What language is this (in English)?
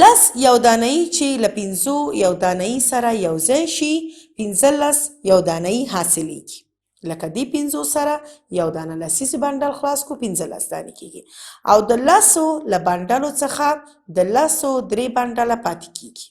Pashto